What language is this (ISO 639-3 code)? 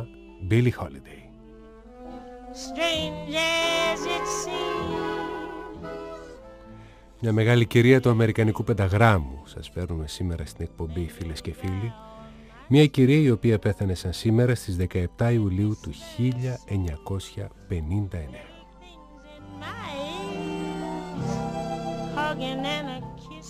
ell